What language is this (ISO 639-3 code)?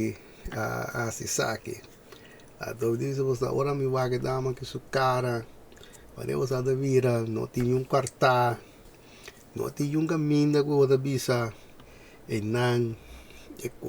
pap